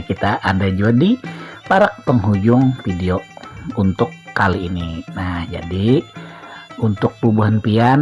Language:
Banjar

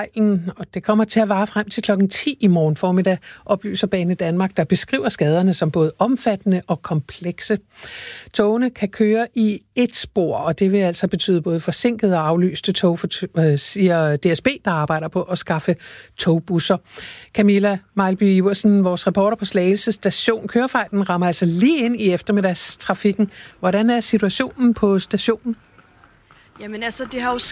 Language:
Danish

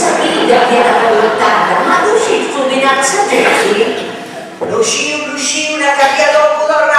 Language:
Sardinian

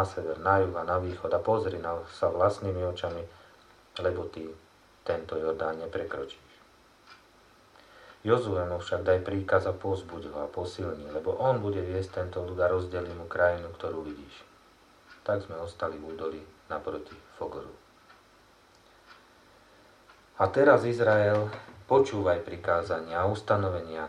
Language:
Slovak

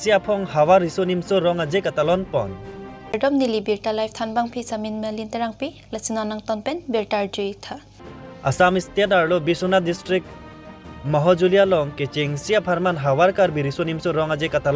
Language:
Karbi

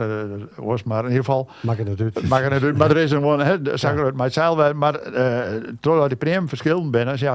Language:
Western Frisian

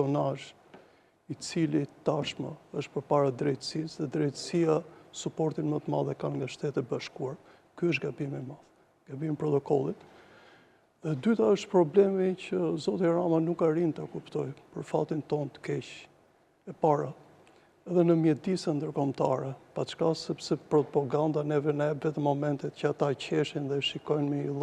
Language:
Albanian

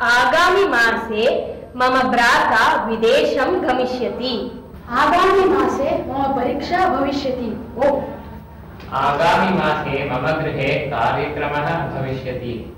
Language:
Sanskrit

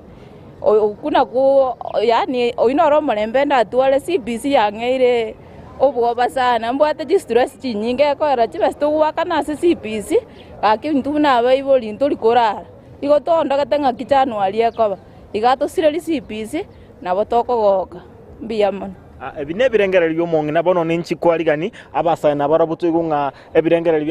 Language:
Gusii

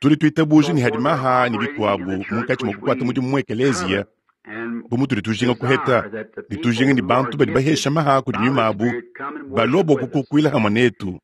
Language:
Luba-Lulua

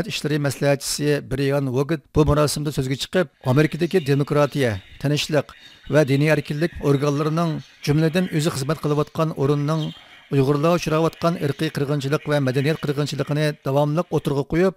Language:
Uyghur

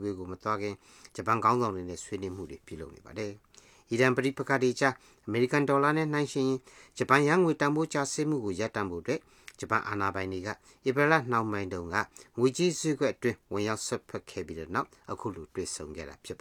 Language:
Burmese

